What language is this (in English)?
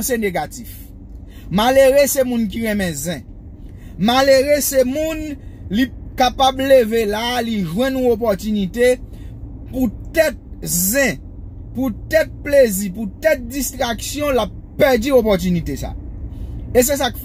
Haitian Creole